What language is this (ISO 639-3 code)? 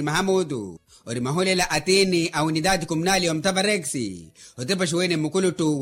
vmw